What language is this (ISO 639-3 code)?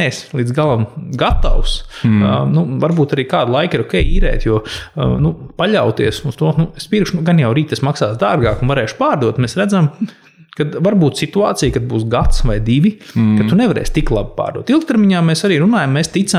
lav